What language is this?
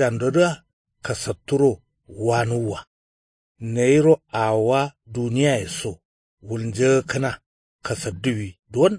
Kanuri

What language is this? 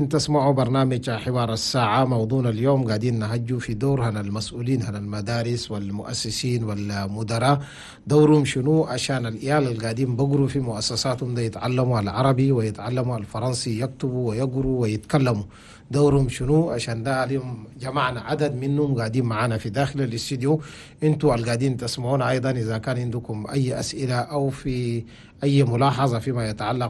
Chadian Arabic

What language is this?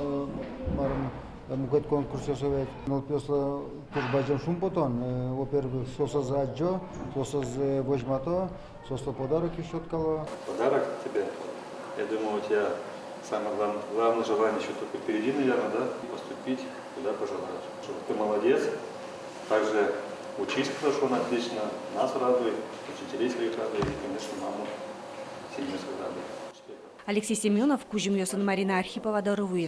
Udmurt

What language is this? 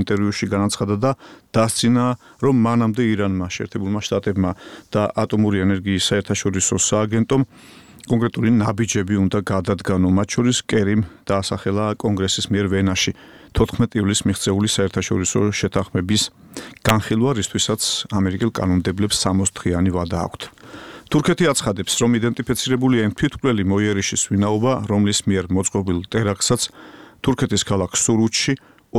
Georgian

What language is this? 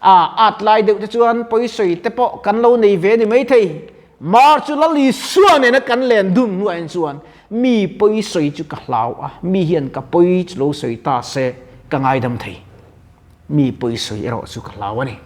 Mizo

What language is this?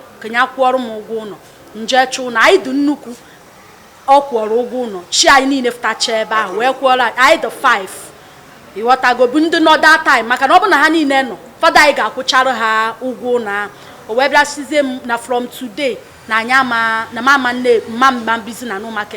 Igbo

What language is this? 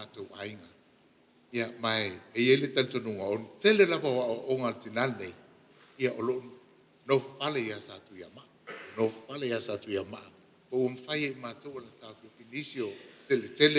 Samoan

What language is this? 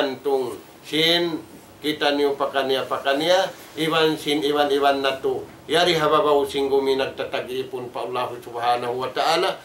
Tausug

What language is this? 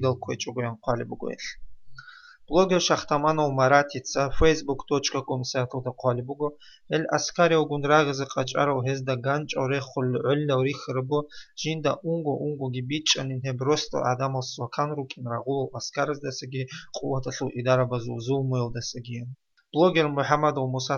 Avaric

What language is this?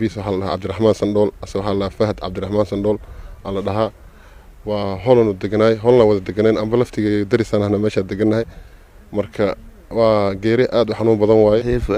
Somali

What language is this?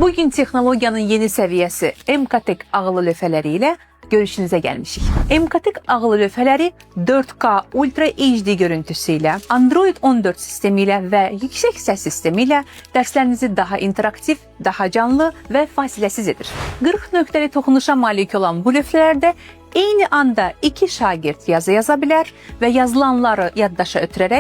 Azerbaijani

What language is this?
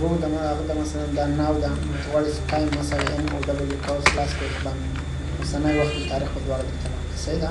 Pashto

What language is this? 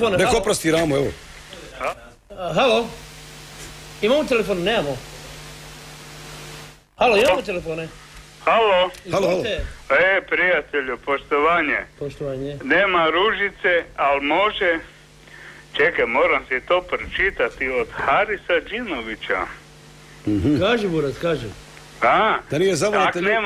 Croatian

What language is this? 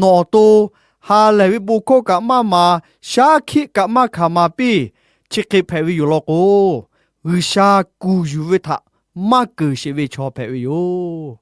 Lahu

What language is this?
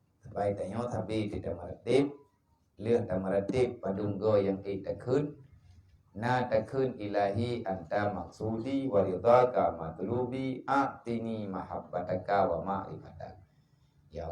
Achinese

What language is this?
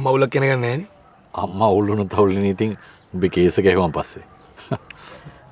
Sinhala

